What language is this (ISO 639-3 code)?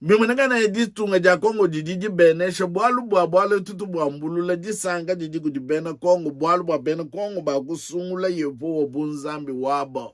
lua